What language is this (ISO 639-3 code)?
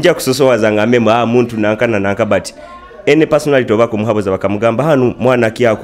nyo